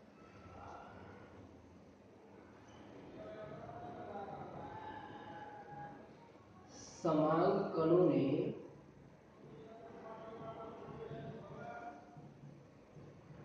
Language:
Gujarati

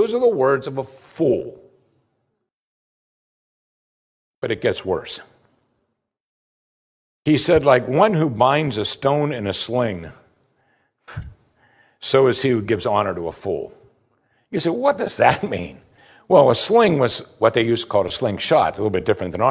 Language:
English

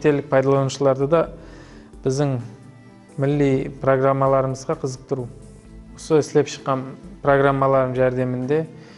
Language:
Kara-Kalpak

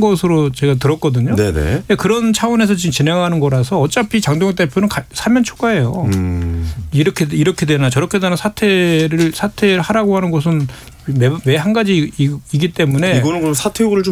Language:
Korean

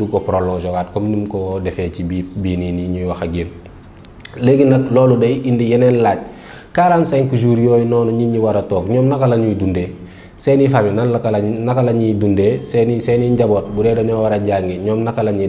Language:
Wolof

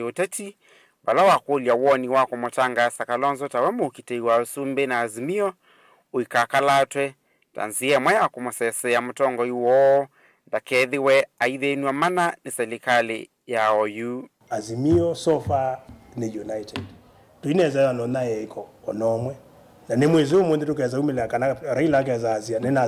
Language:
Kamba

